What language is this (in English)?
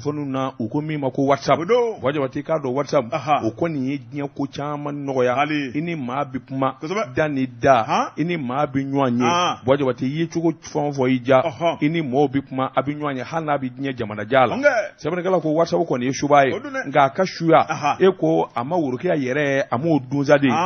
Bambara